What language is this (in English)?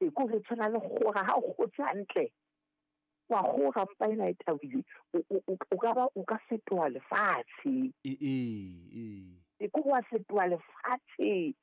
Southern Sotho